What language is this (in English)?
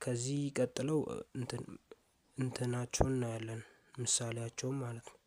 Amharic